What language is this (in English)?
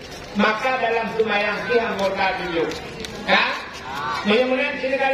Achinese